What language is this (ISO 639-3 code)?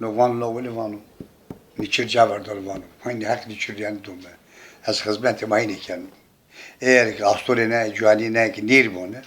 zza